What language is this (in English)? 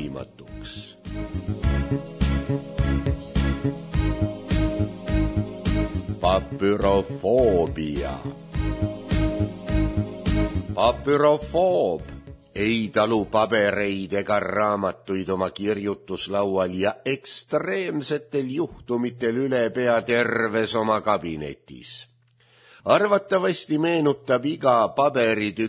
Estonian